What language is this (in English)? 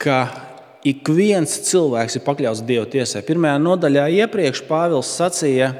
Latvian